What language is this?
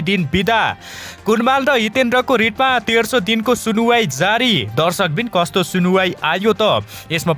Nepali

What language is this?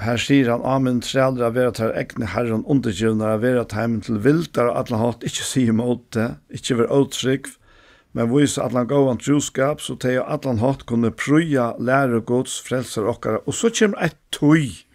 Faroese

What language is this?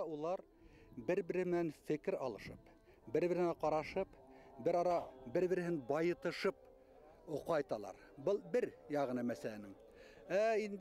Bashkir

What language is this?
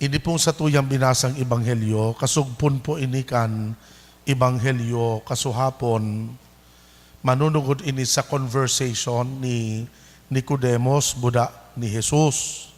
Bikol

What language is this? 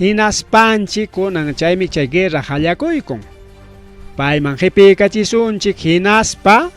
Ayacucho Quechua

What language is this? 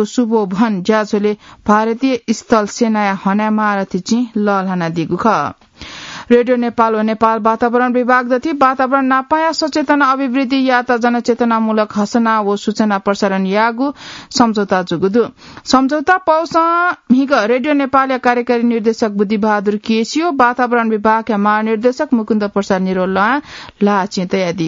Newari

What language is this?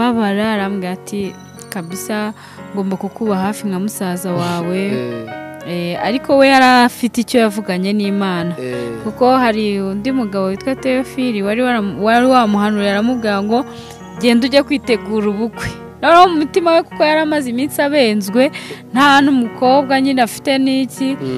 Kinyarwanda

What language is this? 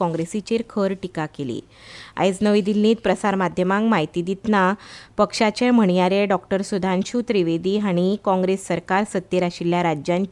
Konkani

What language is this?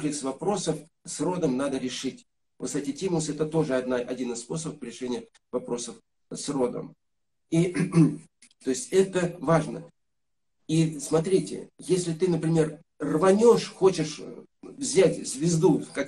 Russian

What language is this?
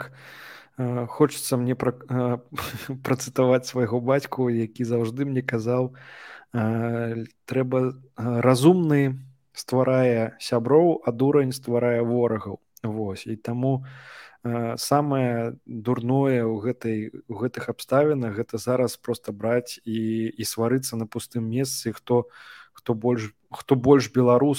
Belarusian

